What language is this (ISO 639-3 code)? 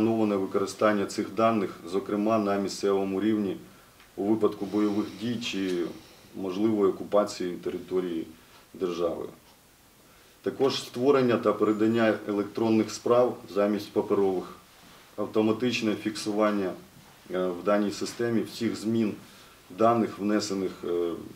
ukr